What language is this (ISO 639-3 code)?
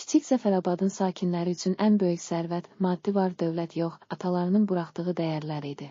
aze